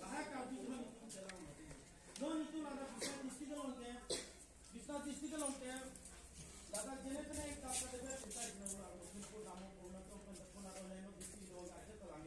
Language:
Karbi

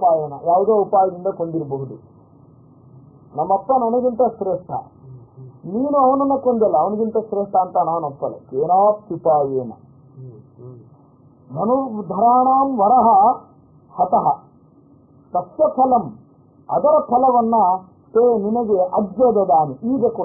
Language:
Kannada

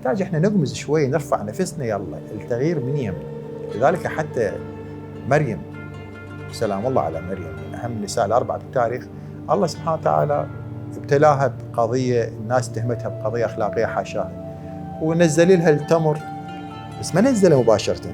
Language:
Mesopotamian Arabic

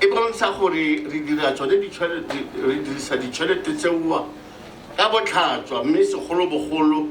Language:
Tswana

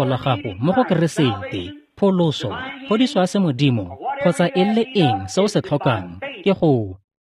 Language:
Tswana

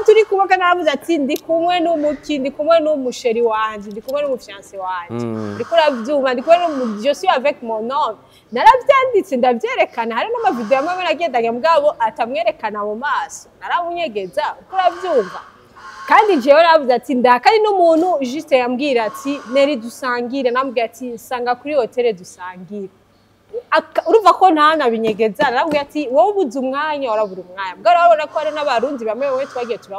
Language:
Rundi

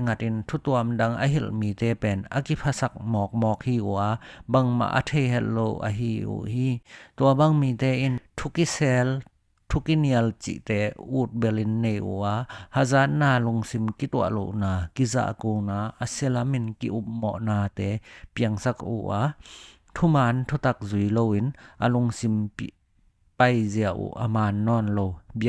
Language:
Tedim Chin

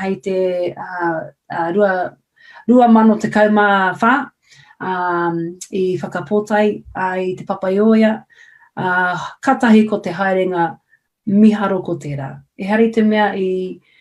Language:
Māori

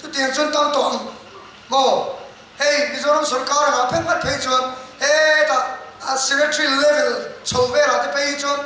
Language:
Mizo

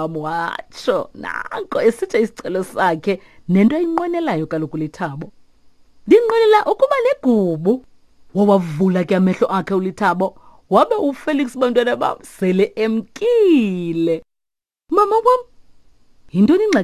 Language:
Xhosa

